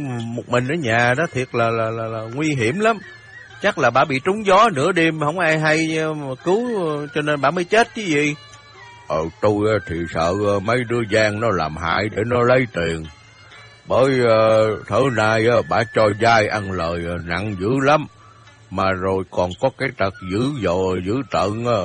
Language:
Vietnamese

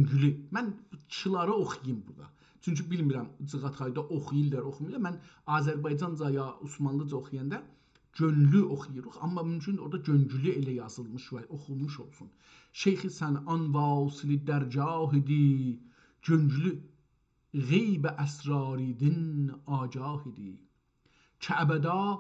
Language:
South Azerbaijani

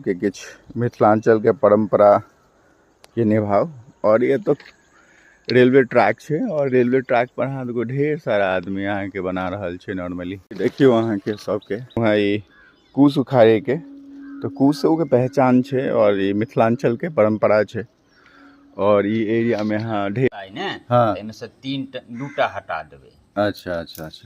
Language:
Maithili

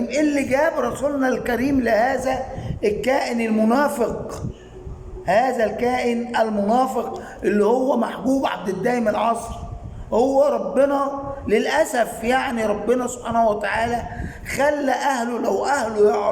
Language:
Egyptian Arabic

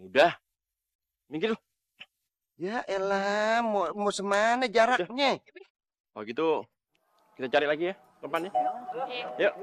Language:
Betawi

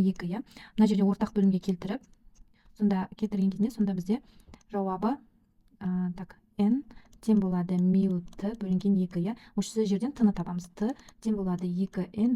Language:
Kazakh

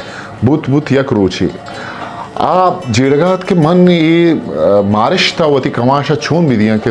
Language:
Eastern Balochi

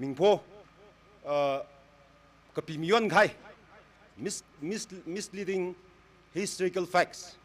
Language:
Tangkhul Naga (India)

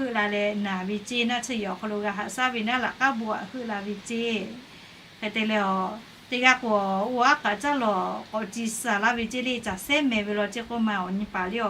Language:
Lahu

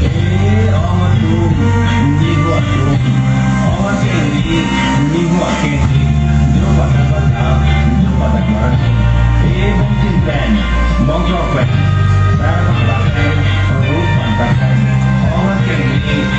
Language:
Karbi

